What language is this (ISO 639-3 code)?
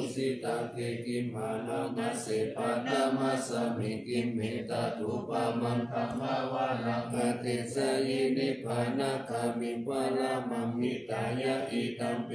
pli